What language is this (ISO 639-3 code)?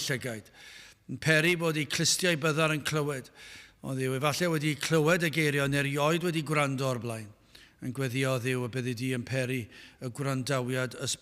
cym